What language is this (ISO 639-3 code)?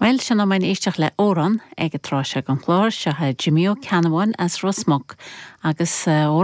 gle